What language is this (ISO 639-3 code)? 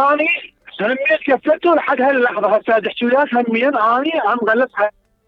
acm